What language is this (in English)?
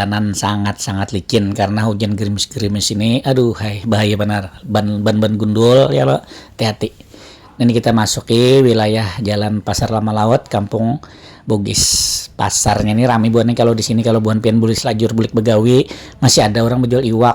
Banjar